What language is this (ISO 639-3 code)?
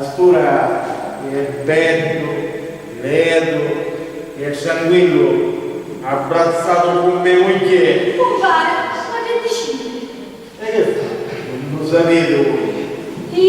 scn